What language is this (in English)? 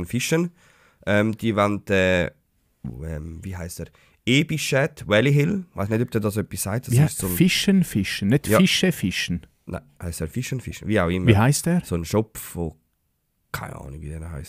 Swiss German